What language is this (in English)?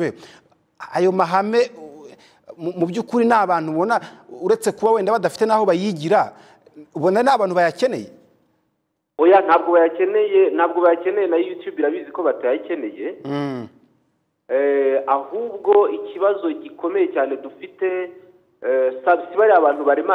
Kinyarwanda